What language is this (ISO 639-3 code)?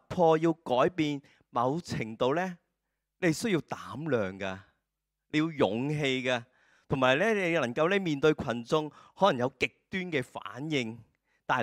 yue